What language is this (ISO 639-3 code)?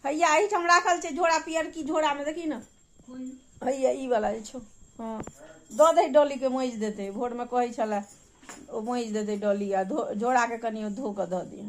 mai